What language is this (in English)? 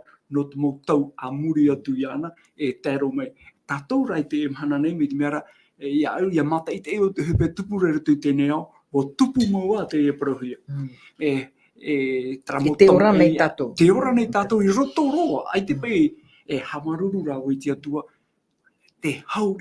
Tahitian